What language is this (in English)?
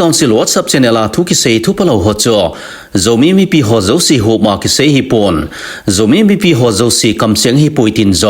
Thado Chin